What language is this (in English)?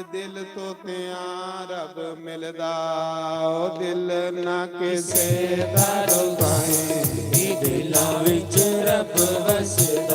Dogri